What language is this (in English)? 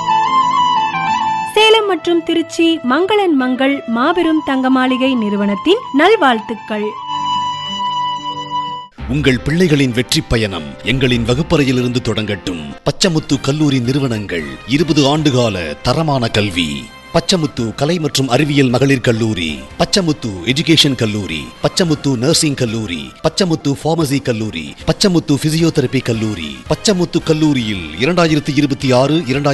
Tamil